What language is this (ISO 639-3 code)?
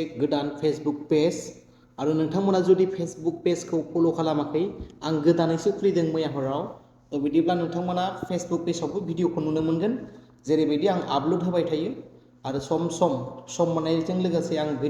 brx